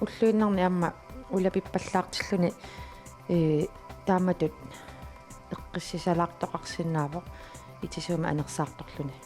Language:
Kalaallisut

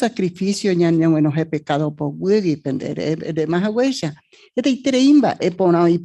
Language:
Guarani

